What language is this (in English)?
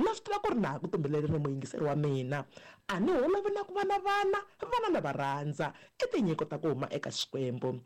Tsonga